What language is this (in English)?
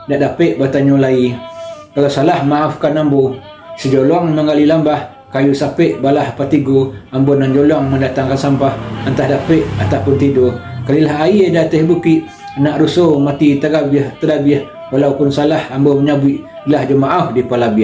Minangkabau